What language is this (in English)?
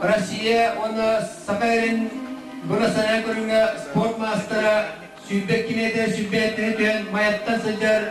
Yakut